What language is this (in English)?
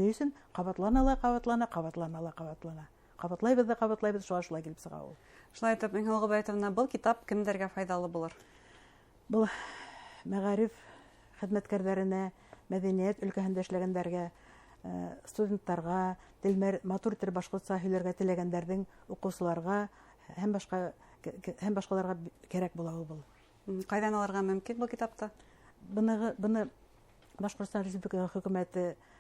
Bashkir